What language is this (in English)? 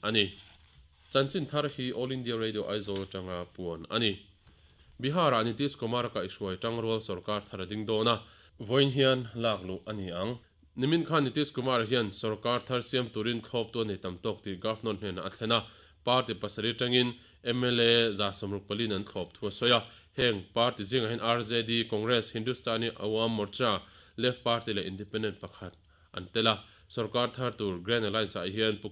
Mizo